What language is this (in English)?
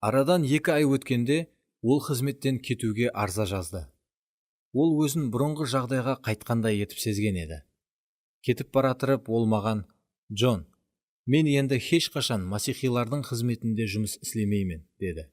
Kara-Kalpak